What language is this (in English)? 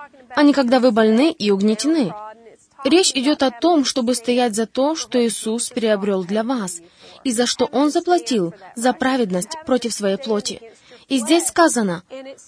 Russian